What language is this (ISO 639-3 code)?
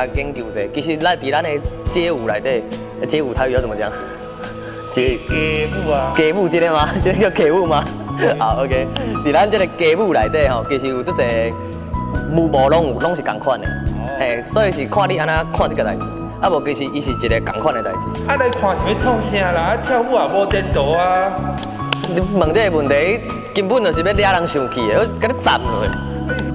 nan